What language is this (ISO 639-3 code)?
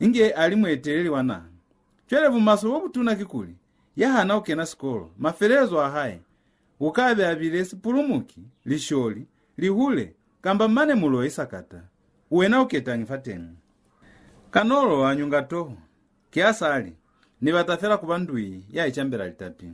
loz